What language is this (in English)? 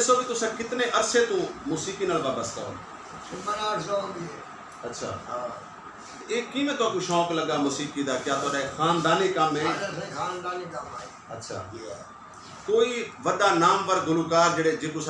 Saraiki